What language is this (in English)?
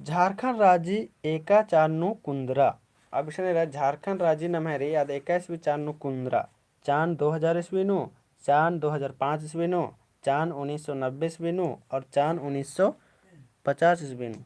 Kurukh